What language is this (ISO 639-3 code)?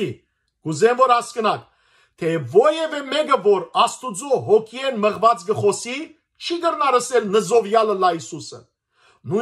hyw